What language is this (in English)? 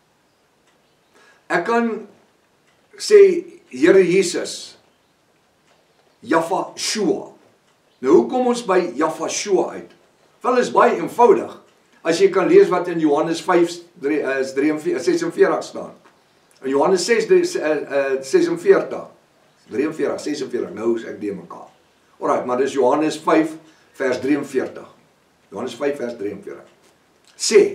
Afrikaans